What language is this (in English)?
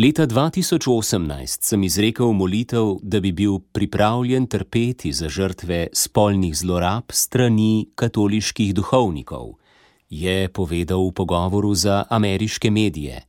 Slovenian